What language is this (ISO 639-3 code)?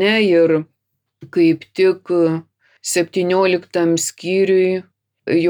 lit